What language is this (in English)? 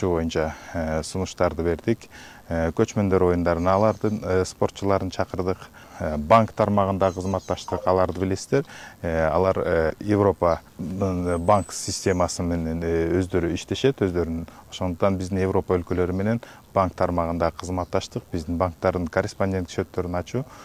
Kyrgyz